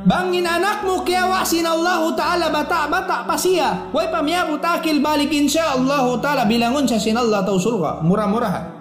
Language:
Tausug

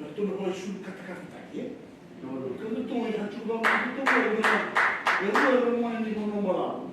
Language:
Fijian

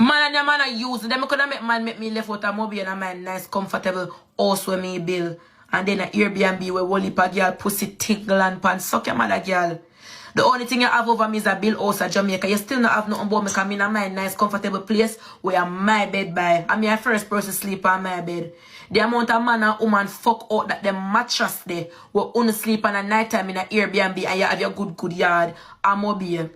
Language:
Jamaican Creole English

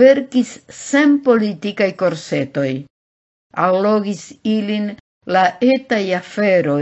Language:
Esperanto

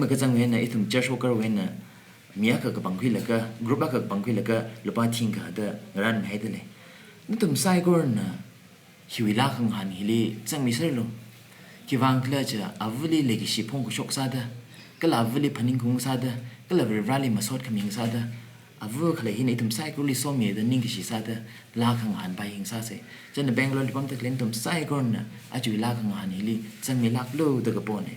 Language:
Tangkhul Naga (India)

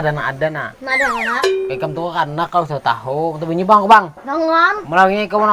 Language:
Banjar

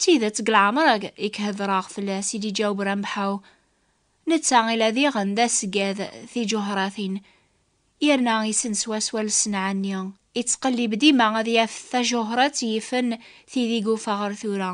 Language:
Kabyle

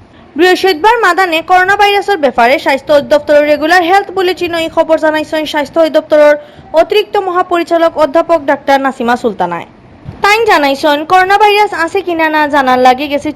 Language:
Sylheti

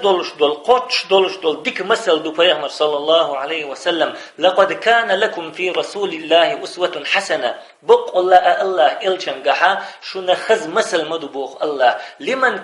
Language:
Chechen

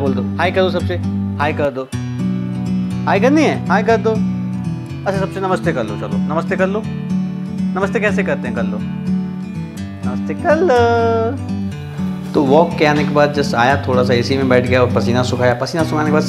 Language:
Hindi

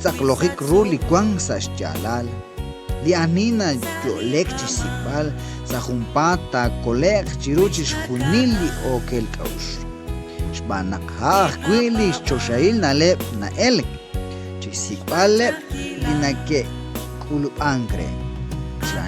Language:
Kekchí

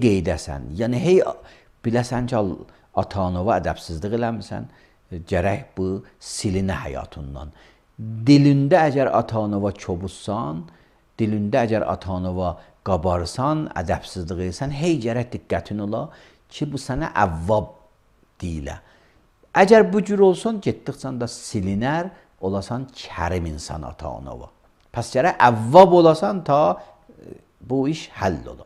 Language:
Azerbaijani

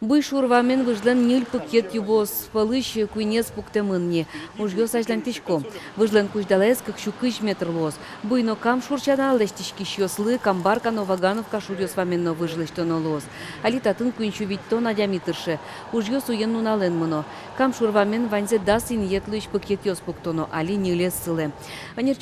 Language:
Udmurt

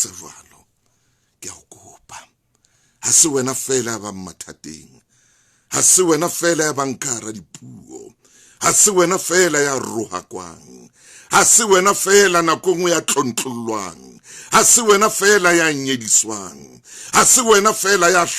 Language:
Southern Sotho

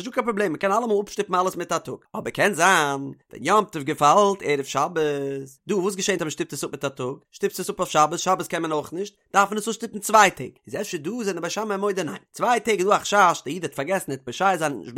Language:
Yiddish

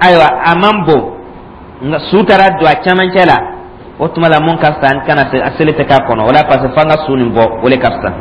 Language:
Dyula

